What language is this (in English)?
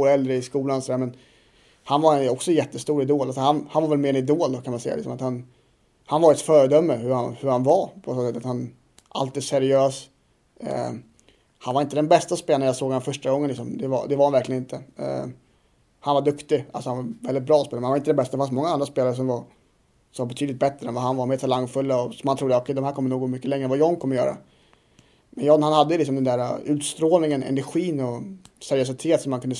Swedish